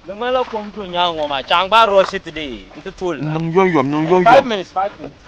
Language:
Dagbani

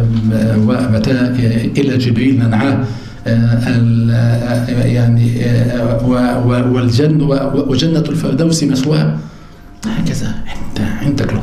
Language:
Arabic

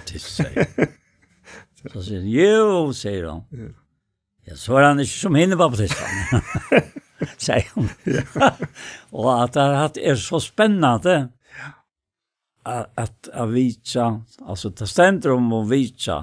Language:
Faroese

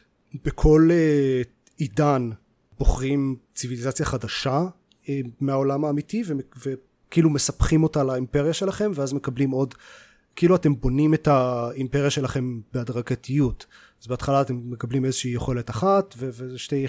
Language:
Hebrew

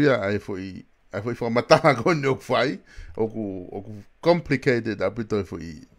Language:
Tongan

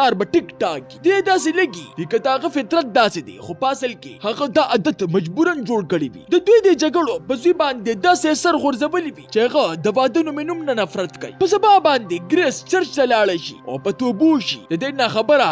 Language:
Pashto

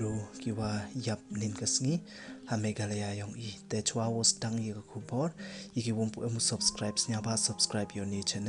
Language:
Pnar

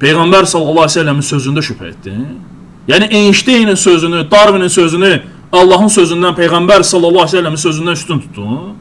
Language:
Azerbaijani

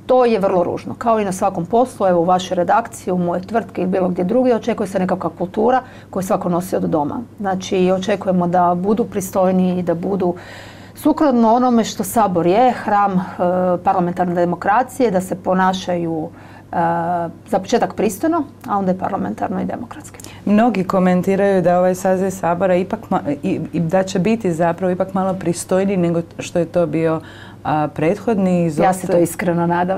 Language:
Croatian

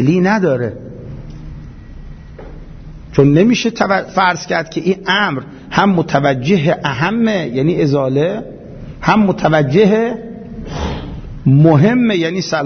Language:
Persian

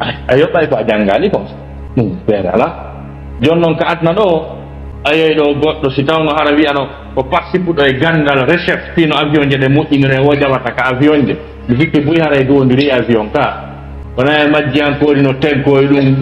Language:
Fula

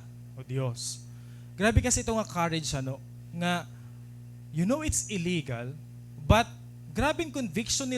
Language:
Waray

